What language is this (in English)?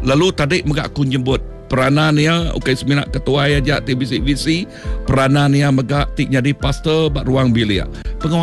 Iban